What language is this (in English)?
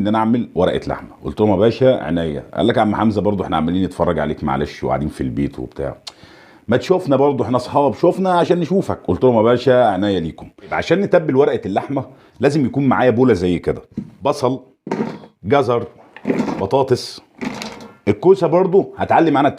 Egyptian Arabic